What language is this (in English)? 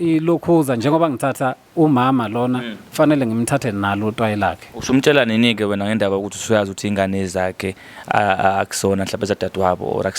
Zulu